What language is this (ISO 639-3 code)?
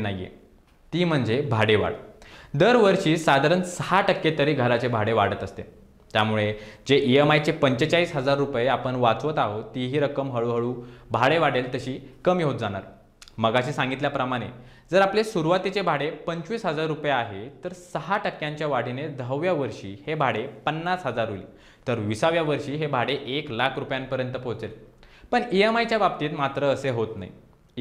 mar